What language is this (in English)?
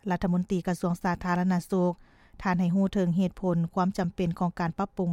Lao